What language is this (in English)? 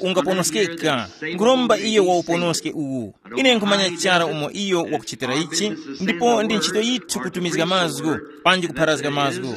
Tumbuka